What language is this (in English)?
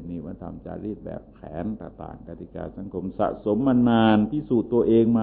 Thai